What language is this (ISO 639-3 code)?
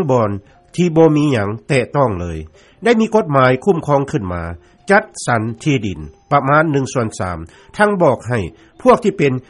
lao